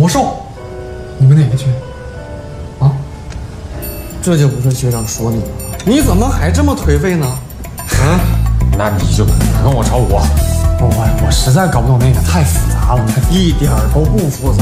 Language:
Chinese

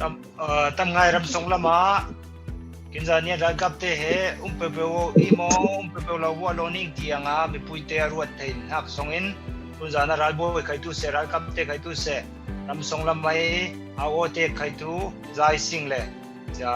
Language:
Falam Chin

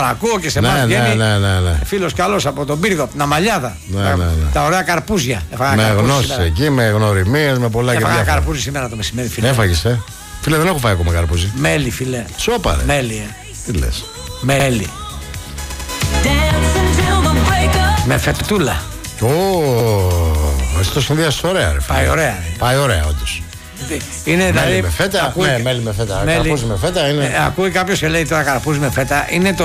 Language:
Greek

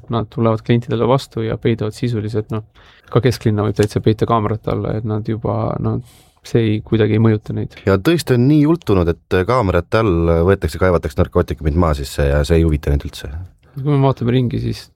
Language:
Estonian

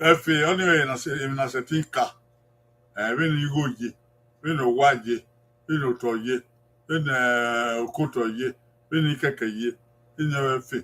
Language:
Bini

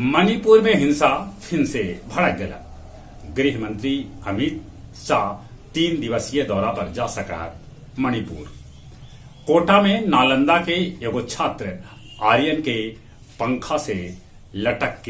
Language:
Magahi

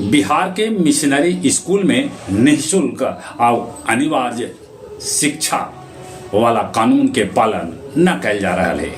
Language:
Magahi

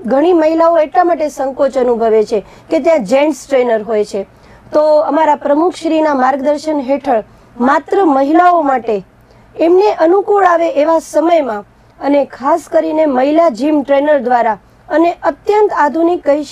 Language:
Gujarati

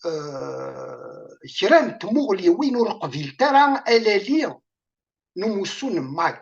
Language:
Kabyle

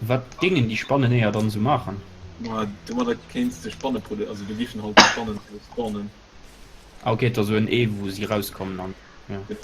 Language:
Luxembourgish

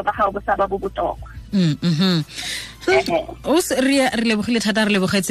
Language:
Tswana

